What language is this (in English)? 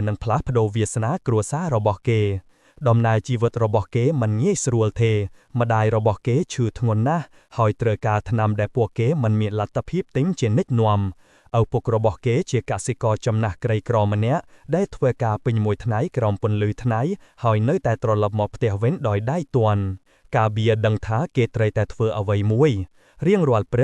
Khmer